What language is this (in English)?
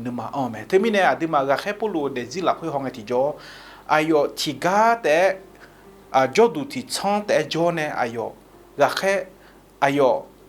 Akha